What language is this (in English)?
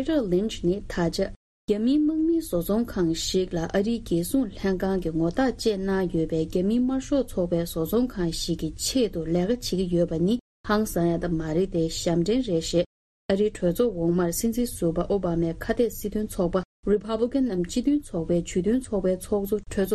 Tibetan